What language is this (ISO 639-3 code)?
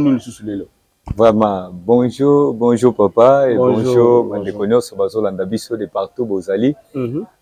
lin